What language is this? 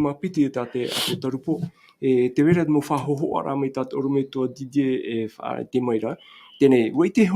Tahitian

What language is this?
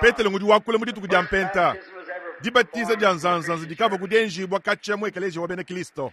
Luba-Lulua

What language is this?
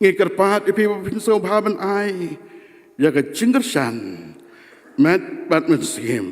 Khasi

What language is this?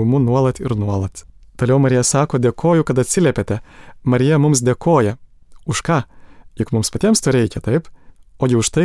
Lithuanian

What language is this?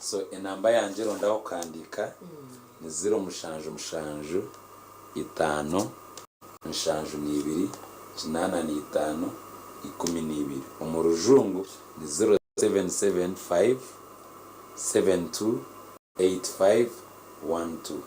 Nyankole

